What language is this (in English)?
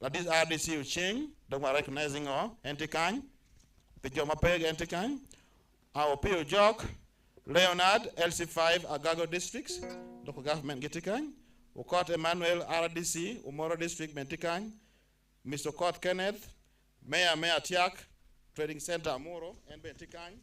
Acoli